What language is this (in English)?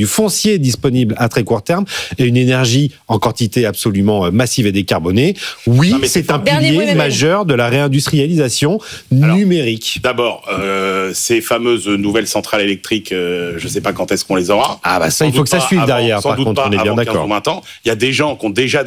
French